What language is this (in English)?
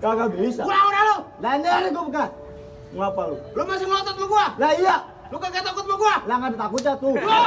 Betawi